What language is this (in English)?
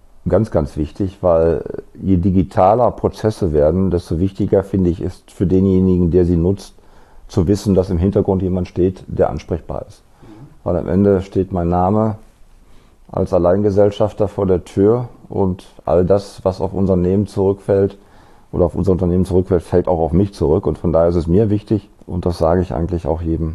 German